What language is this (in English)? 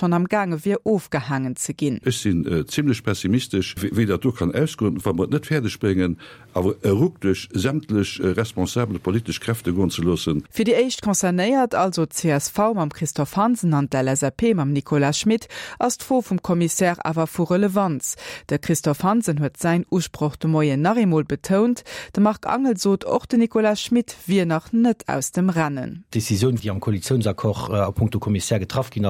Luxembourgish